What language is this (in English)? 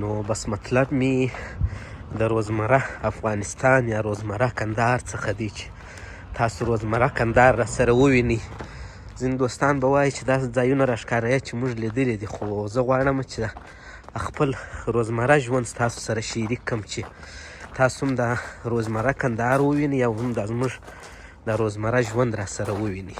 Pashto